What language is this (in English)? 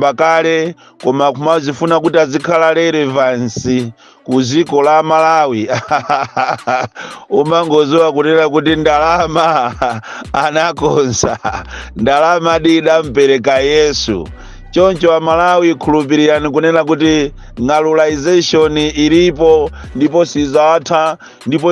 Nyanja